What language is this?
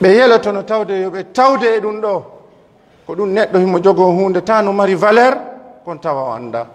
Fula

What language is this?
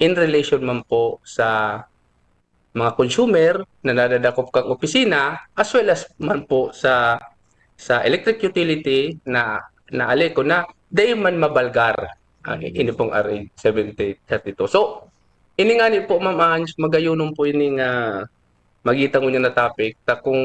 Bikol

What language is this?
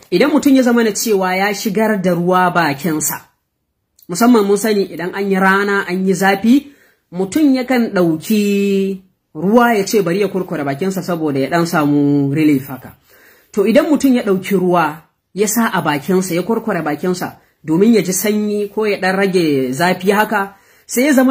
Hausa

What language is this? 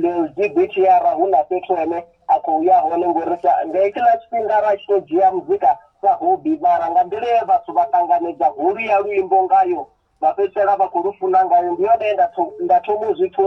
Venda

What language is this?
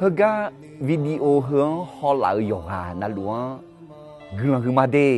Akha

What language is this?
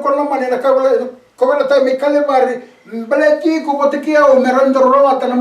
Fijian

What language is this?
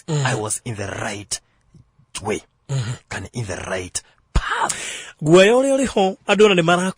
Kikuyu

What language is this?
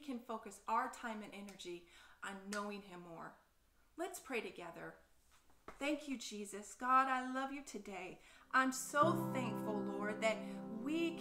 English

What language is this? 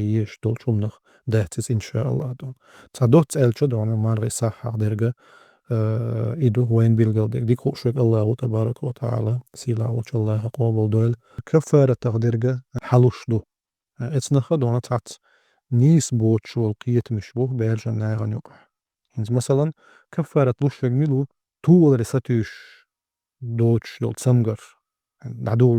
Chechen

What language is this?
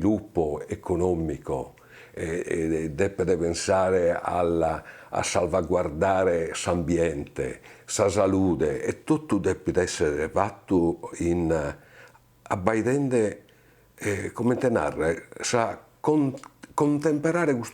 Sardinian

